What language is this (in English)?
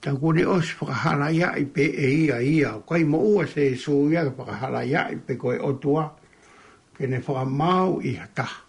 Tongan